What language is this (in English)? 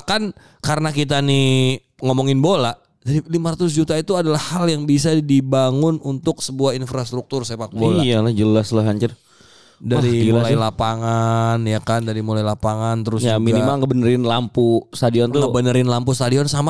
Indonesian